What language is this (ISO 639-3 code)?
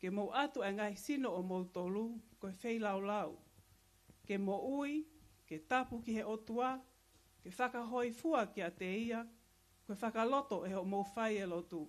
ton